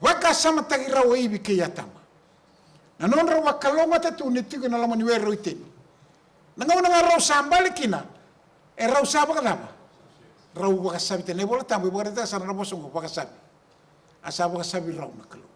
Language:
Fijian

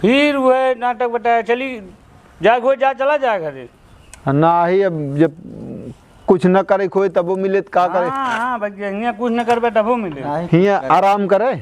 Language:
Awadhi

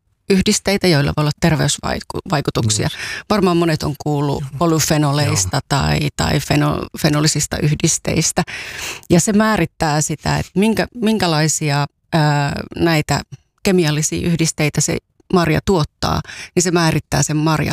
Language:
Finnish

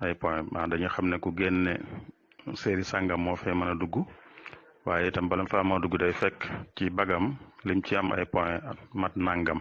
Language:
Wolof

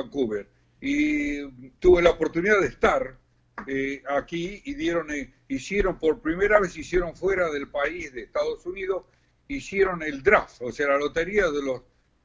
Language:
Spanish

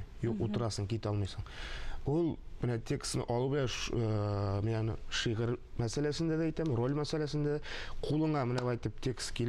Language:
Tatar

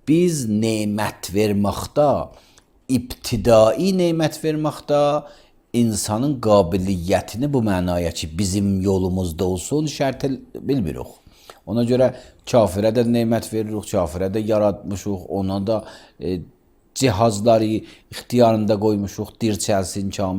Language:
Azerbaijani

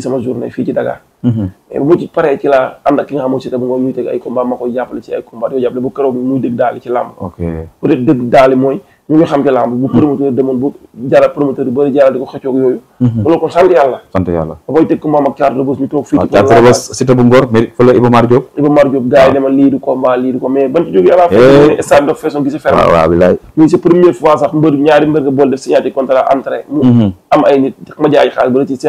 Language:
Wolof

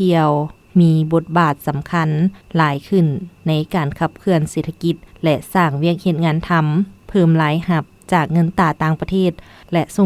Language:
Lao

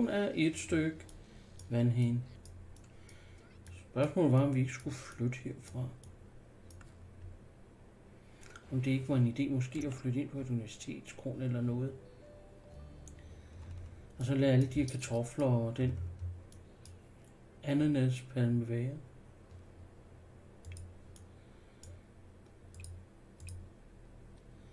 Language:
Danish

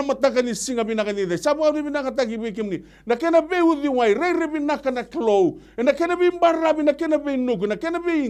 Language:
Fijian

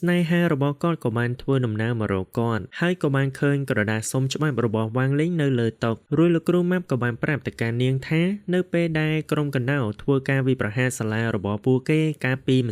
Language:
Khmer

